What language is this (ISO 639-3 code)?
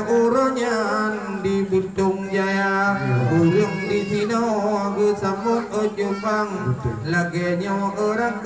ace